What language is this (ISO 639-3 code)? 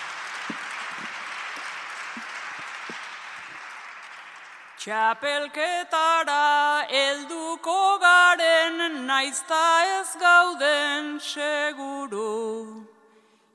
eus